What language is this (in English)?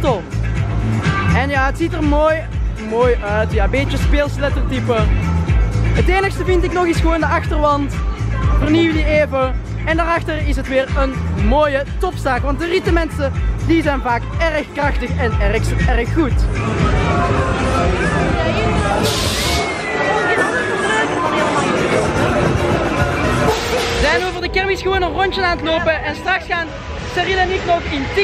Dutch